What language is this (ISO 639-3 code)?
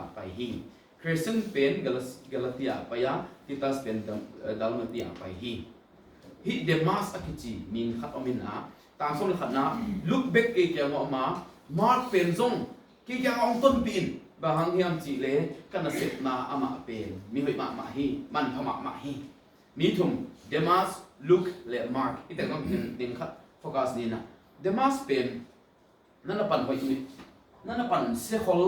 ctd